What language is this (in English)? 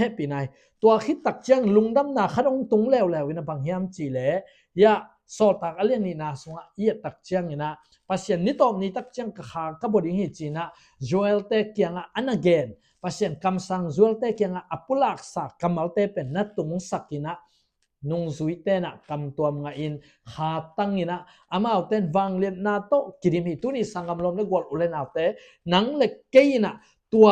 Tedim Chin